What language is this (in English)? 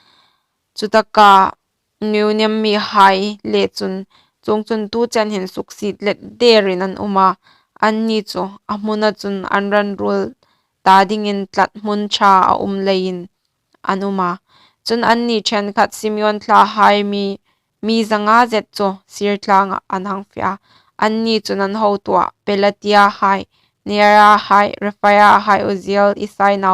Hmar